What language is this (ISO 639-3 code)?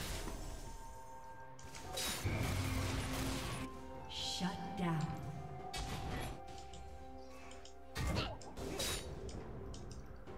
zho